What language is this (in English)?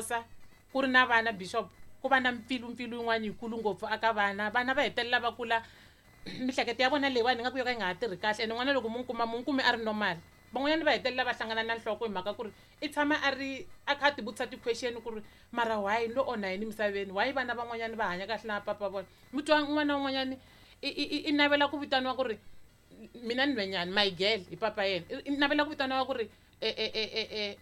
Tsonga